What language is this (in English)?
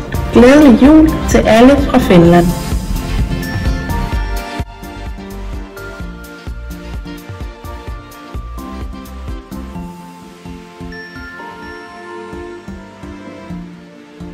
Danish